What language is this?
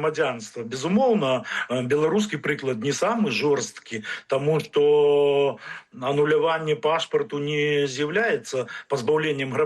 Belarusian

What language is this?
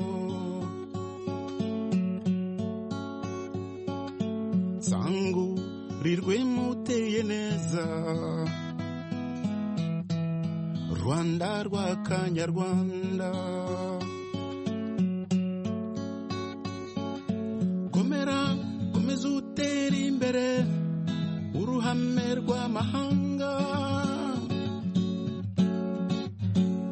Kinyarwanda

